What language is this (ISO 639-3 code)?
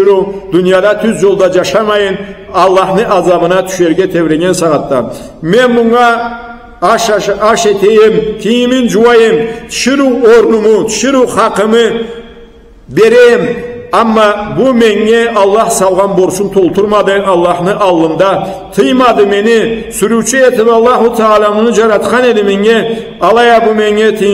krc